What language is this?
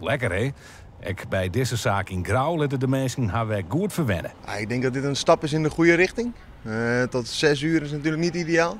Western Frisian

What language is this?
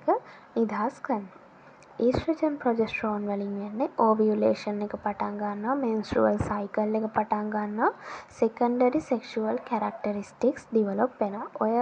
Sinhala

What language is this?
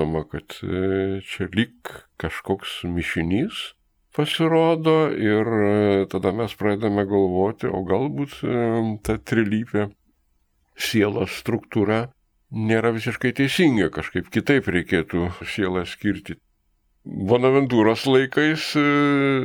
Lithuanian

